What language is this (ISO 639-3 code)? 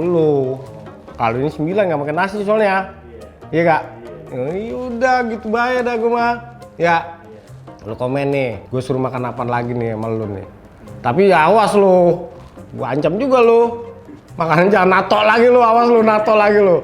bew